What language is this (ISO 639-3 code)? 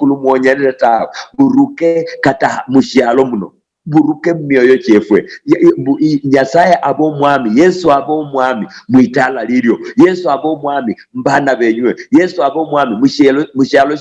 luy